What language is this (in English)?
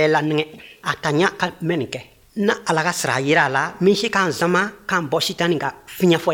Bambara